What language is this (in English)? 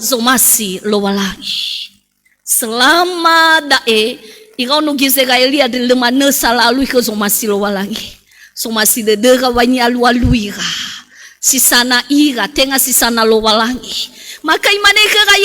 Nias